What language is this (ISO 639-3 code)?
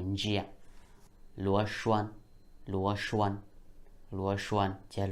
hmn